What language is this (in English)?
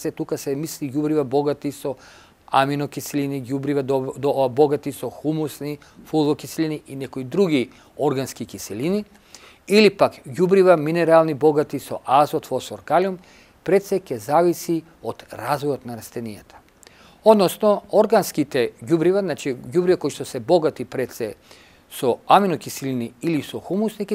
Macedonian